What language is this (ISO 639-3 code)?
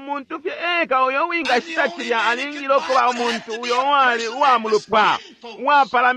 bem